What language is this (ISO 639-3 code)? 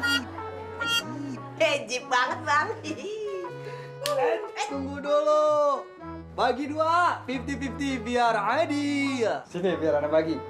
bew